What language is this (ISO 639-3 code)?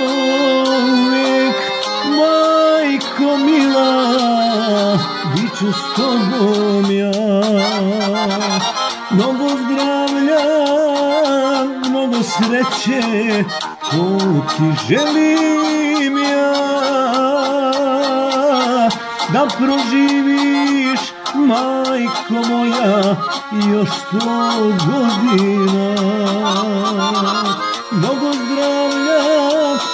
hrv